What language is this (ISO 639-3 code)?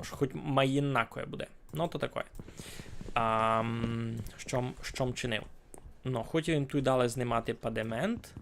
rue